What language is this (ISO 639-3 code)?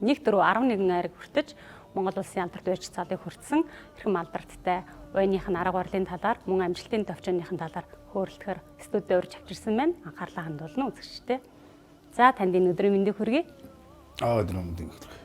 mon